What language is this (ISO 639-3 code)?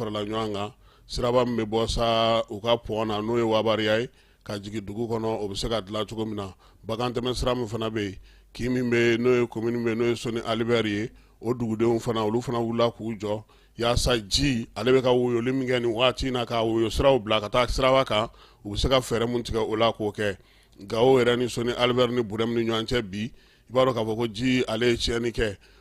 bam